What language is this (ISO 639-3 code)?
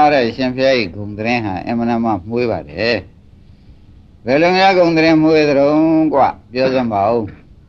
mya